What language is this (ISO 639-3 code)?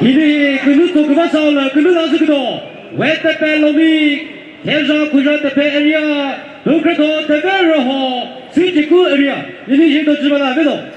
nri